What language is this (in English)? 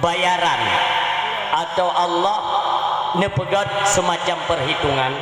Achinese